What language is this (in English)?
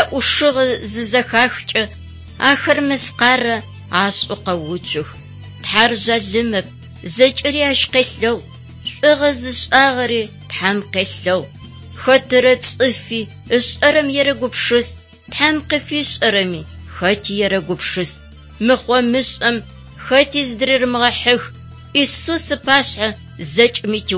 Adyghe